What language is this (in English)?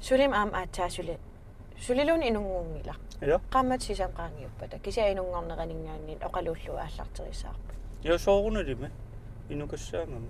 Kalaallisut